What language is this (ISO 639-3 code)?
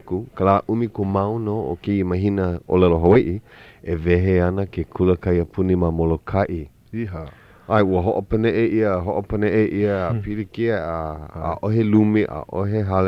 haw